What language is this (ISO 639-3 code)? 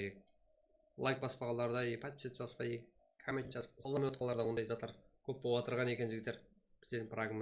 kaa